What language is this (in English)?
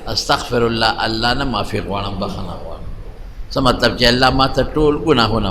Pashto